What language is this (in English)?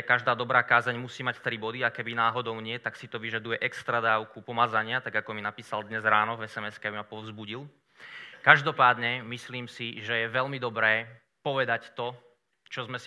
Slovak